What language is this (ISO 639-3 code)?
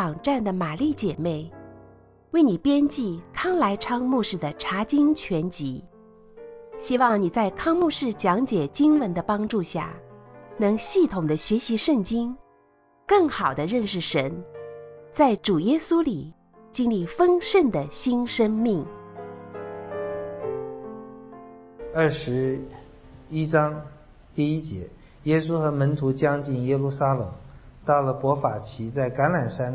zho